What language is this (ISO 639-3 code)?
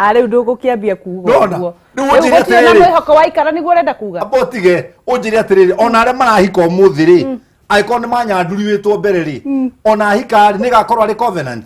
kik